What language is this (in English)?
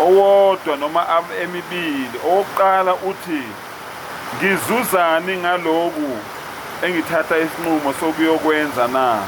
Zulu